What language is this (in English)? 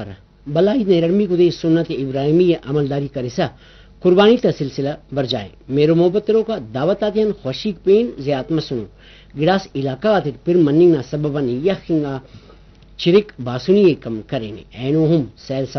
Brahui